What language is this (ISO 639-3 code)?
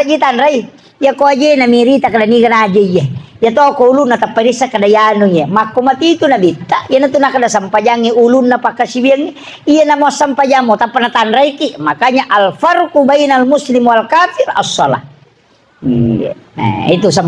bug